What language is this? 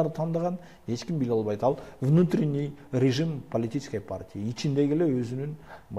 Kyrgyz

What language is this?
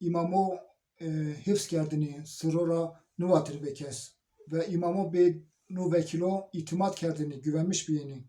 Zaza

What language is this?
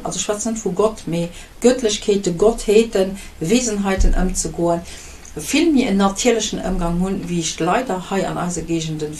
Luxembourgish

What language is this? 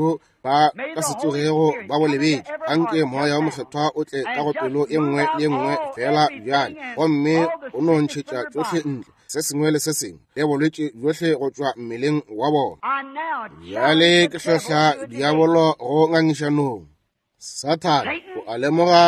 Northern Sotho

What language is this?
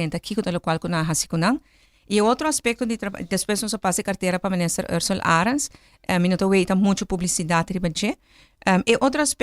Papiamento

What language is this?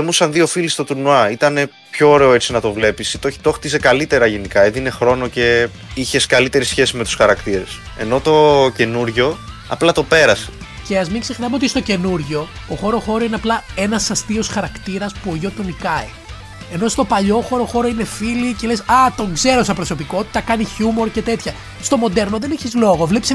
Greek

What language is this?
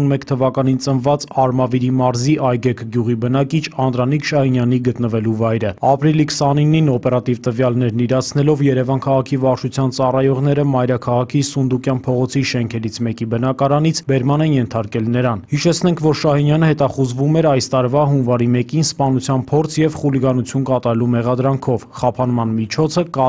Armenian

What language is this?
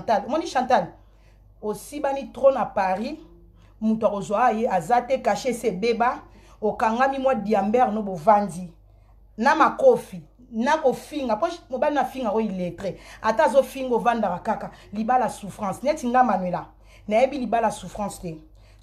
Lingala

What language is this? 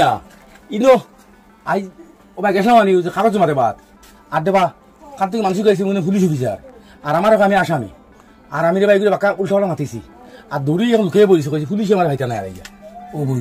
Sylheti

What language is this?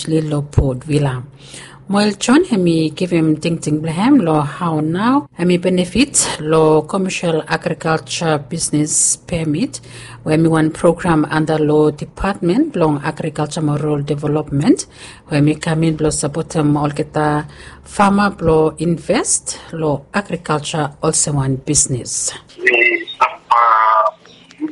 Bislama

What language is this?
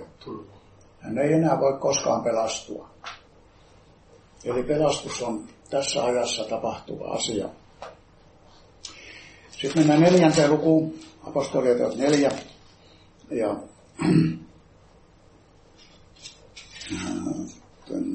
Finnish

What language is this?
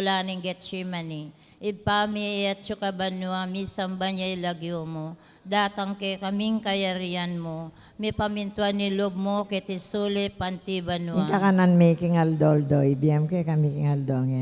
Pampanga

